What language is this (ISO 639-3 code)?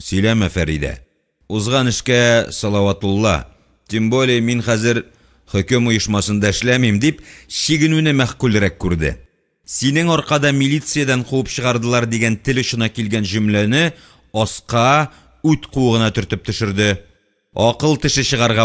tat